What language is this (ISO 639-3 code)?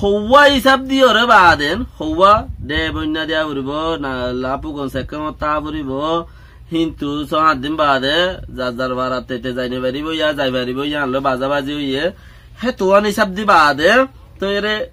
rhg